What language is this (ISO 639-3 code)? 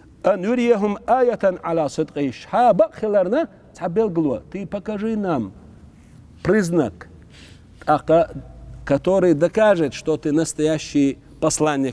che